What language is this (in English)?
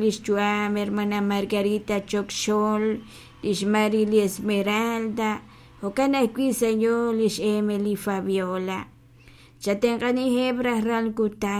Kekchí